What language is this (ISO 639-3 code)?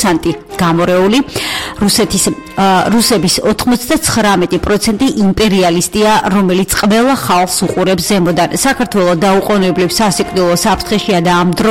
kat